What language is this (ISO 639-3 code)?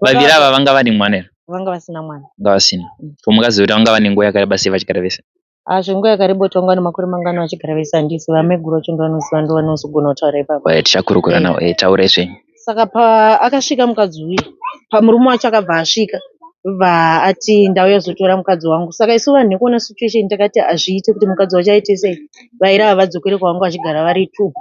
sna